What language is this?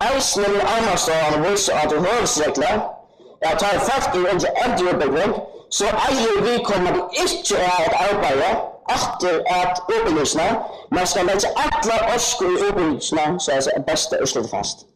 Faroese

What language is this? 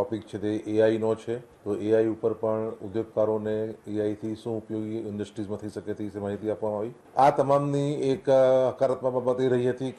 Gujarati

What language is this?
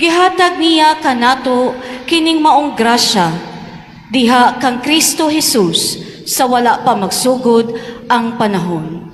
Cebuano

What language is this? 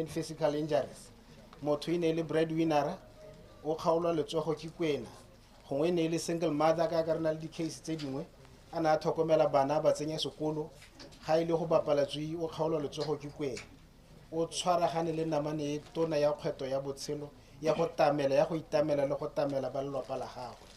Tswana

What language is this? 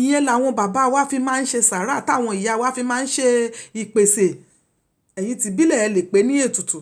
Yoruba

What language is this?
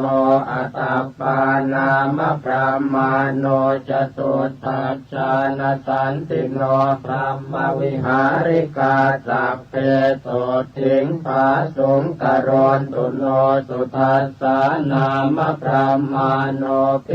Pali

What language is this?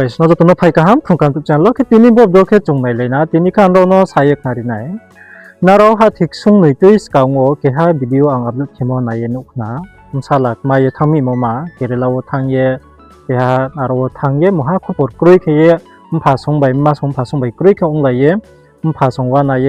Riang (India)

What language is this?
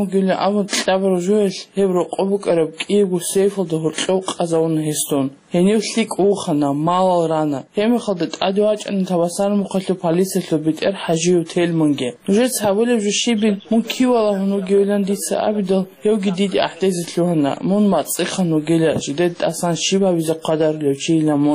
Avaric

